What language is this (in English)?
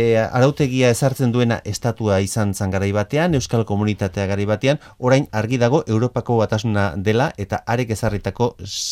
Basque